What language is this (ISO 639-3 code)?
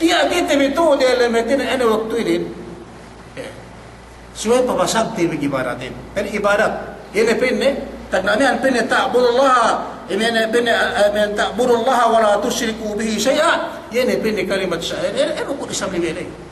yka